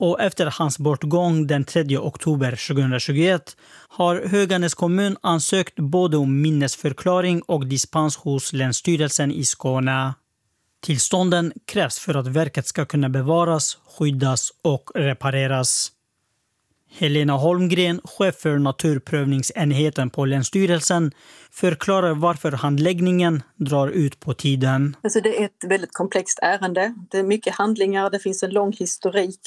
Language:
Swedish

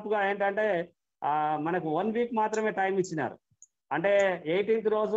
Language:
Telugu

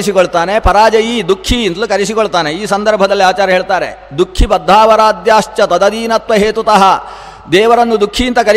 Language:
Kannada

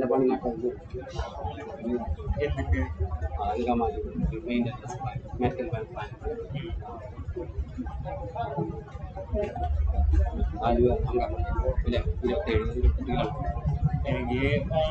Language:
Malayalam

